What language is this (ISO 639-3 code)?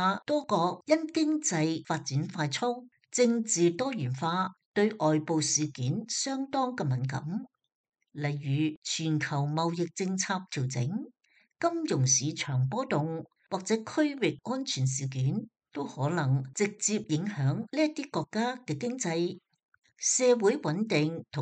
yue